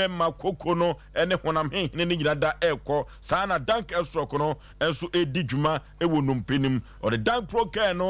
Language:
Akan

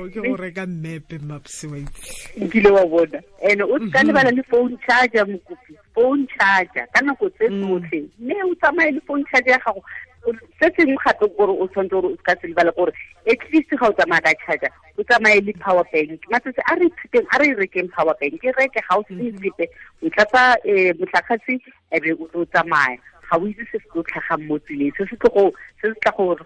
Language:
Tswana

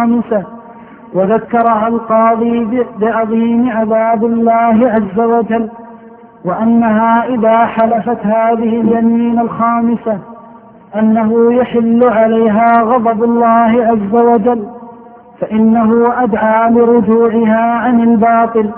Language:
Arabic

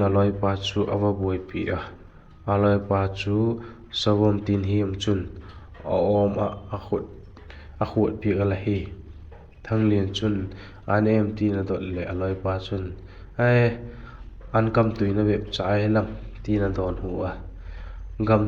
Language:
Vaiphei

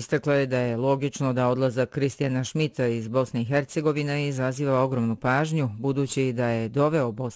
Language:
Bosnian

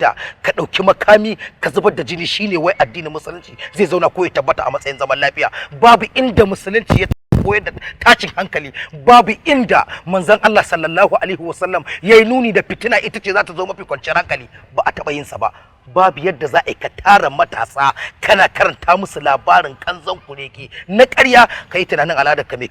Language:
Hausa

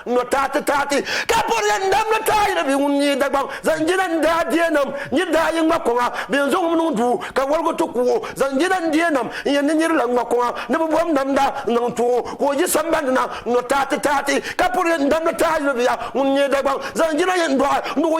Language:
Dagbani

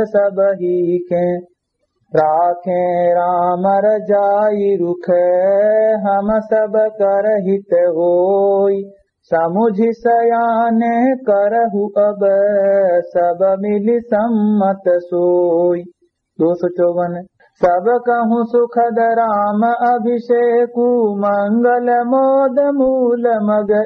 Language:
Awadhi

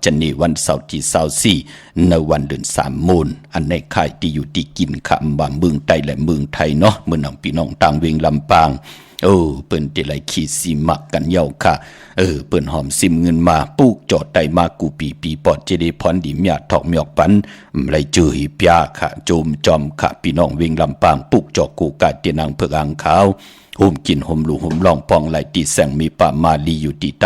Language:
Shan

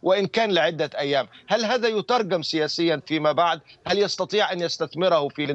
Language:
Arabic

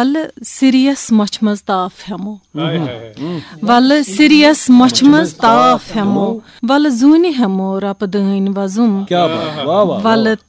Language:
Kashmiri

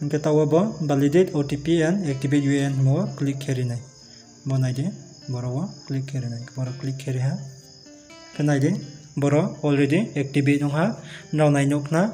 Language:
Riang (India)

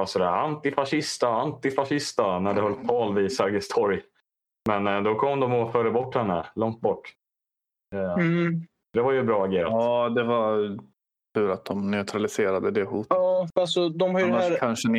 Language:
Swedish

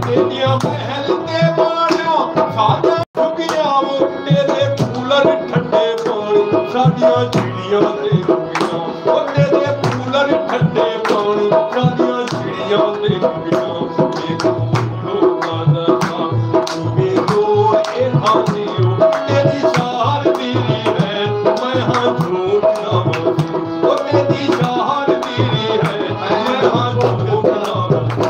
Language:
Saraiki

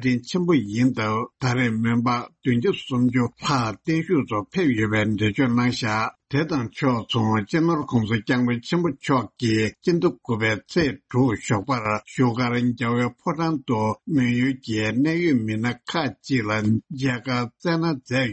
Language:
Tibetan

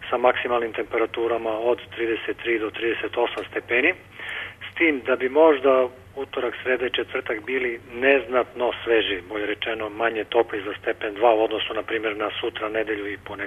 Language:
Serbian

